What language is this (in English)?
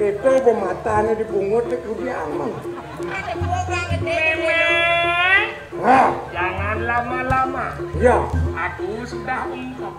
Balinese